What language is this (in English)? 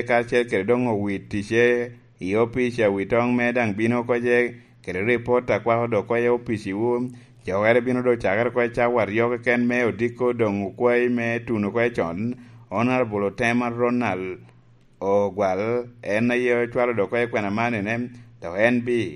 Lango (Uganda)